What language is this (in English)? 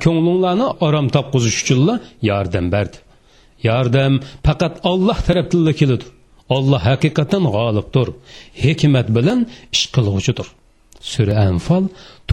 Uyghur